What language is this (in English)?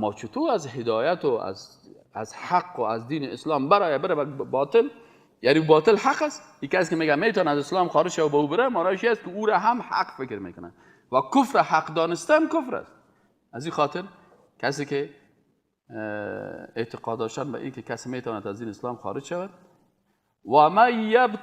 Persian